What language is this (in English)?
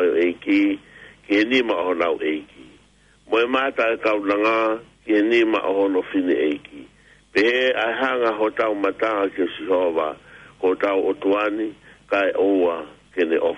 Tongan